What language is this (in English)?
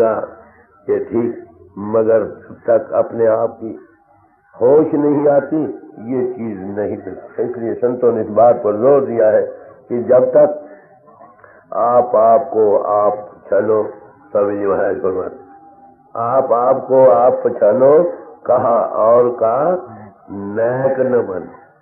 Hindi